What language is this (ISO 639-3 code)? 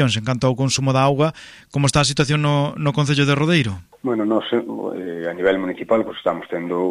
glg